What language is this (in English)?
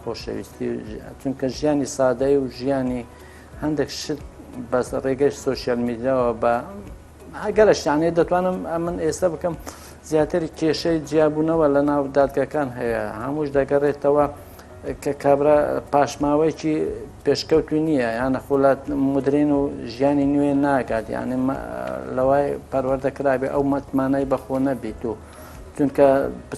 Central Kurdish